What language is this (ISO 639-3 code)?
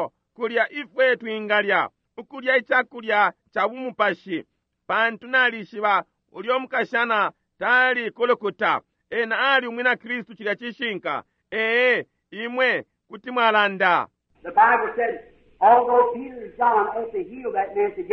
bem